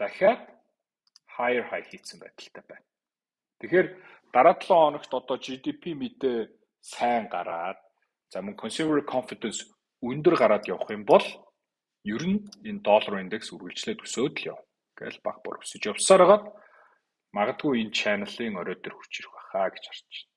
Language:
Mongolian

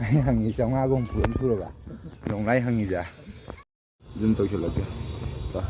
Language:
Manipuri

